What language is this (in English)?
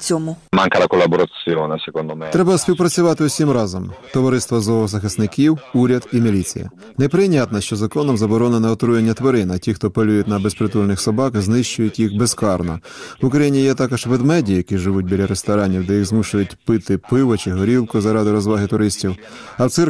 Ukrainian